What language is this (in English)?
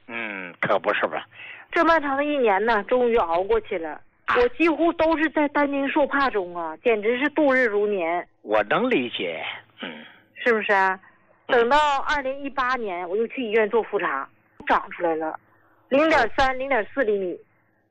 Chinese